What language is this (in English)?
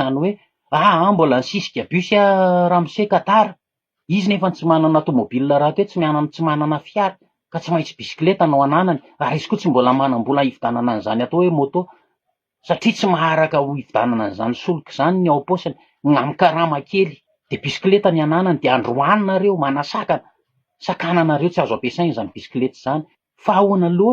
Malagasy